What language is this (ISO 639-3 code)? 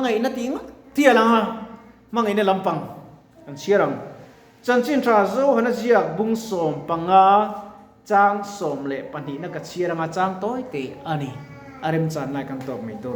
lus